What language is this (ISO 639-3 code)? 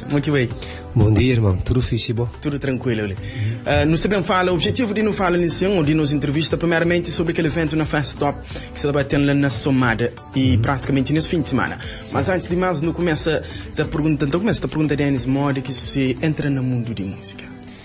kea